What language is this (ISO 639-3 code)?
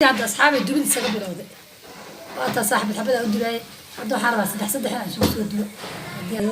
som